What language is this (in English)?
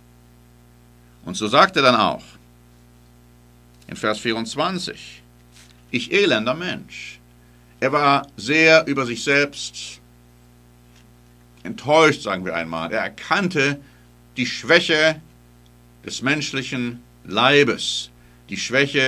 German